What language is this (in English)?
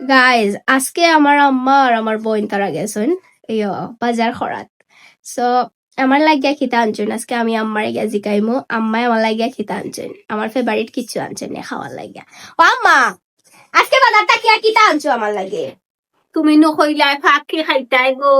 Sylheti